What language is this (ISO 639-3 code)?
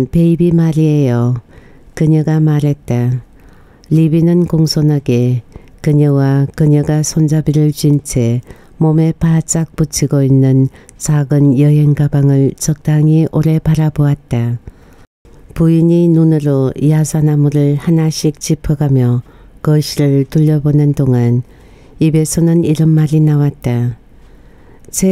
kor